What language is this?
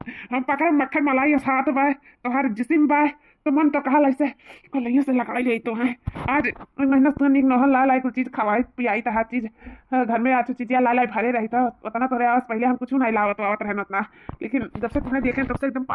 Awadhi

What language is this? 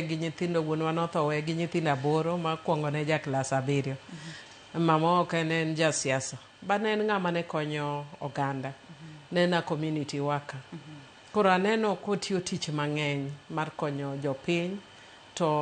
Luo (Kenya and Tanzania)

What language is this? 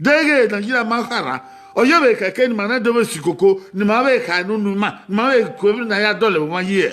Bini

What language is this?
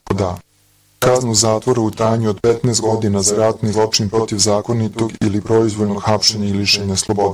Bosnian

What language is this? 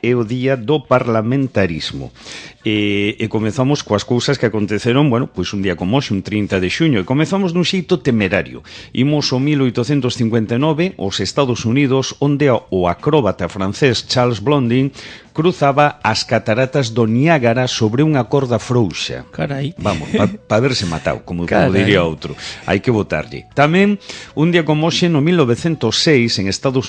Galician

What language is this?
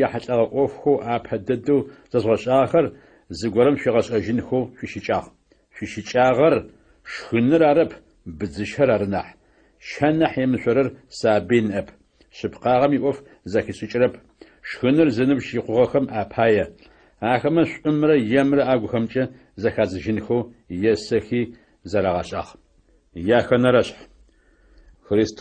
Adyghe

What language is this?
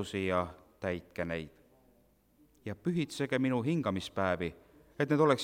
Estonian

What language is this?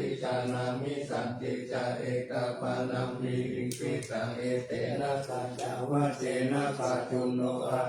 Pali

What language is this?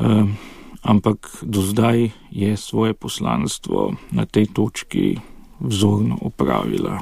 Slovenian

